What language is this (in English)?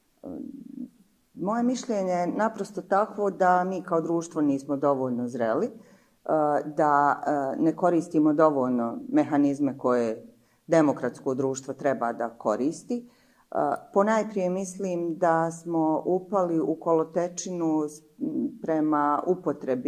Bosnian